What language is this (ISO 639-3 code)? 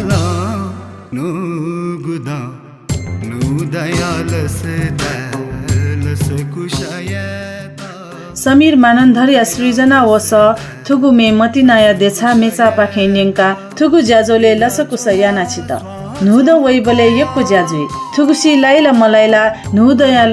new